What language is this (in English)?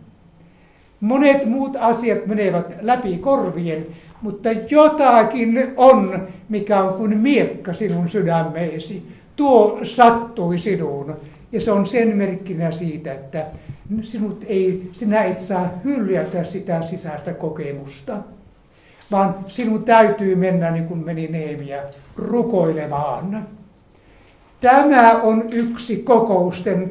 Finnish